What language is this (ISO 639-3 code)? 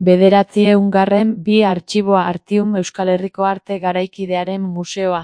eus